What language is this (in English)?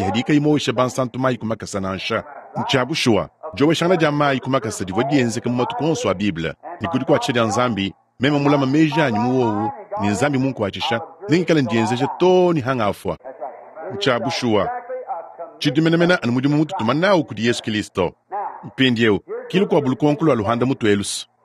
Luba-Lulua